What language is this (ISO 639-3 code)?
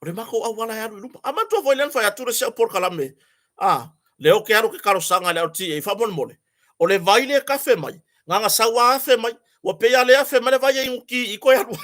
smo